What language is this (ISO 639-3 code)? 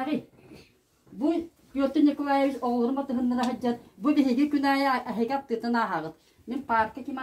sah